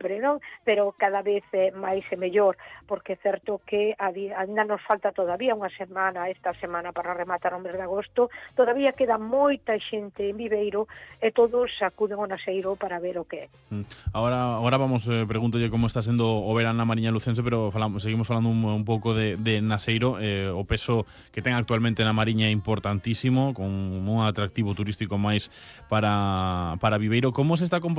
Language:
Galician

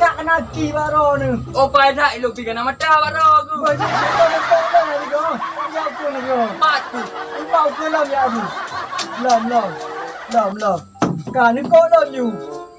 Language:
Achinese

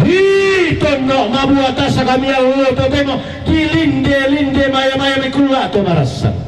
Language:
Toraja-Sa'dan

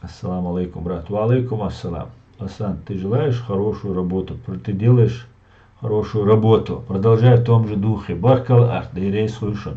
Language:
Chechen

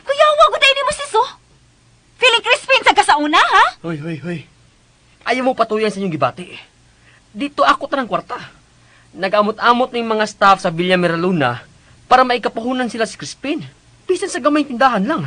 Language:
Cebuano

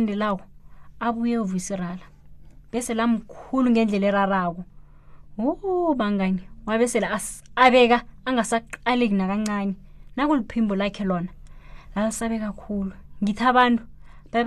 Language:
South Ndebele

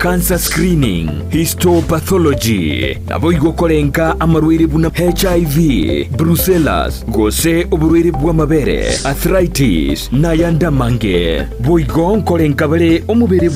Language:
Gusii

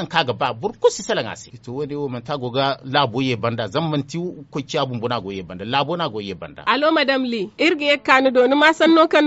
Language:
Zarma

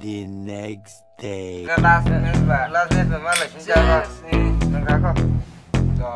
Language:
Kok Borok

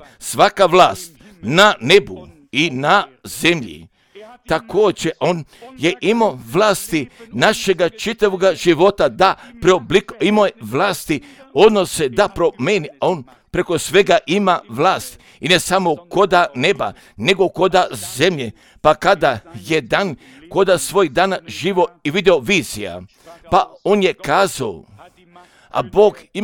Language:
Croatian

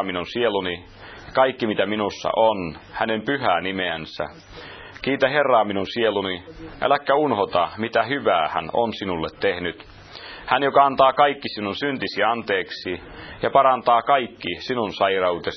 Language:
Finnish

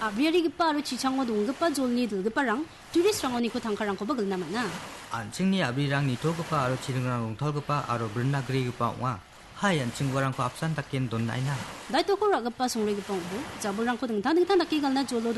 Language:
Garo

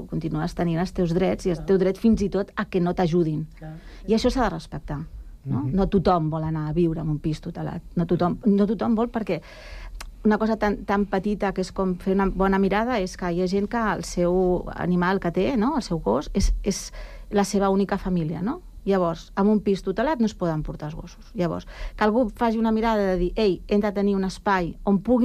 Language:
Catalan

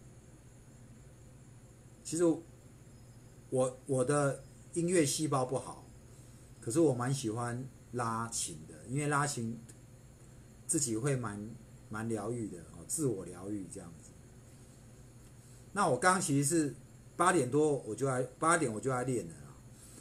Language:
Chinese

